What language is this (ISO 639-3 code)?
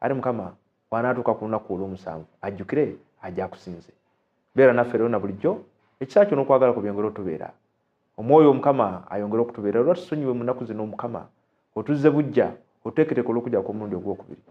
lug